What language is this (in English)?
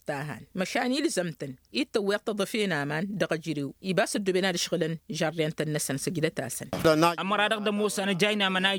Tamasheq